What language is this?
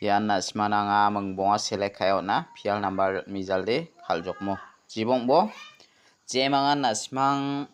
Garo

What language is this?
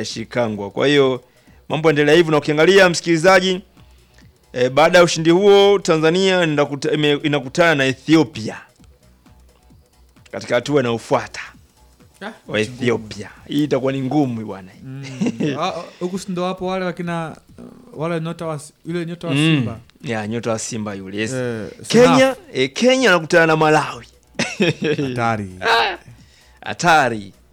Swahili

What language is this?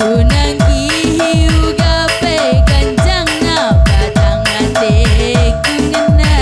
Batak Karo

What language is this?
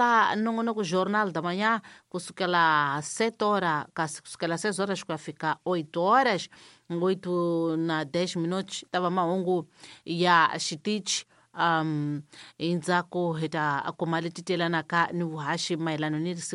Tsonga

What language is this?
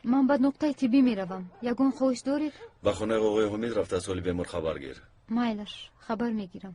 Tajik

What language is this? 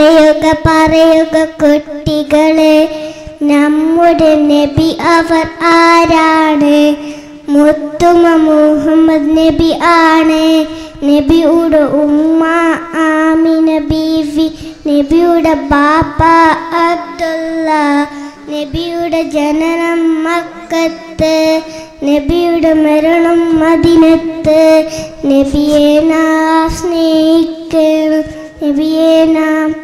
Malayalam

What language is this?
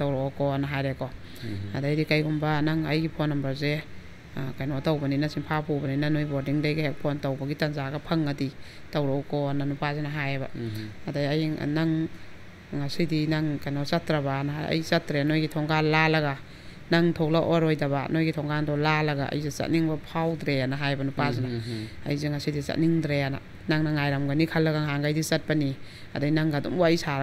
Manipuri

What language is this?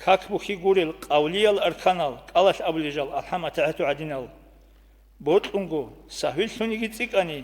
Avaric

